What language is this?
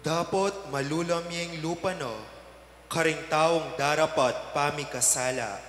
Pampanga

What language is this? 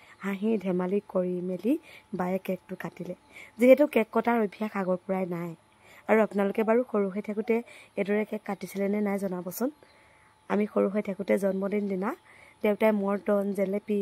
Assamese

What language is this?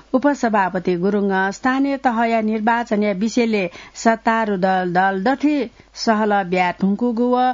Newari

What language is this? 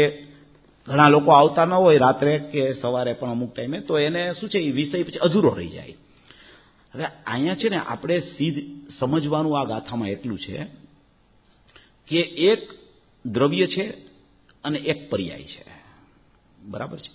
Gujarati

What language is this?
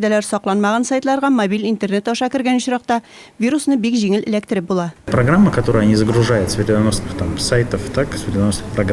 Tatar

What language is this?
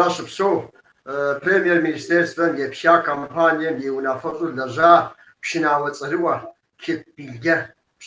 Kabardian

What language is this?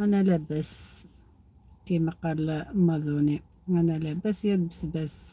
Algerian Arabic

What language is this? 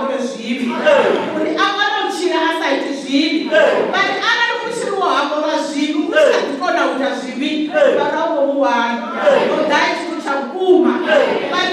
Venda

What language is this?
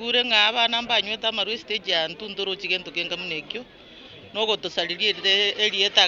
Gusii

